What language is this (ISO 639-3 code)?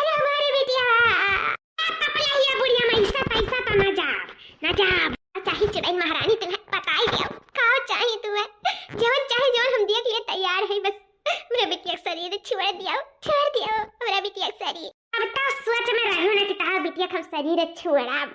awa